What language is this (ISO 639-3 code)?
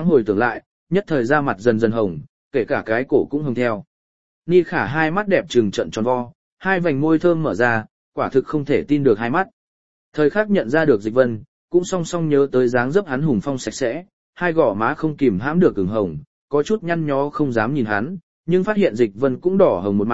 vie